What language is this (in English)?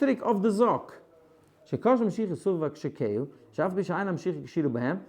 Yiddish